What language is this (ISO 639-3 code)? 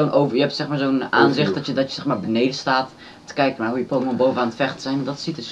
nld